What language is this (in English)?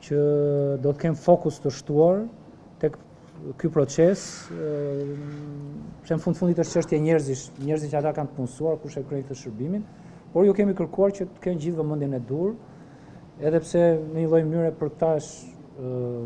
Albanian